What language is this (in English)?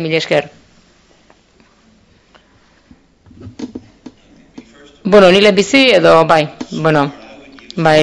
Basque